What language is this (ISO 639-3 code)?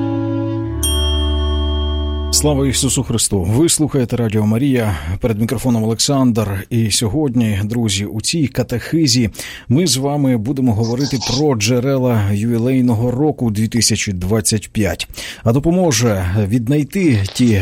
ukr